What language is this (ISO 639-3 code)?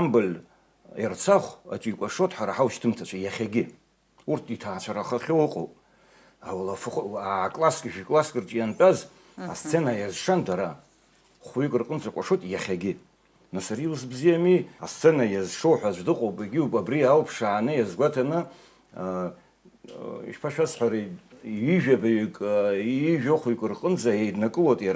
abk